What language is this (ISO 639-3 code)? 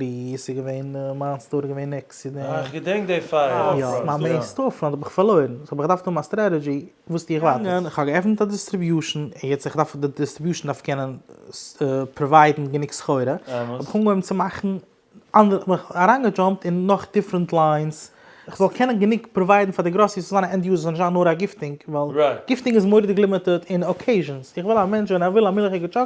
yid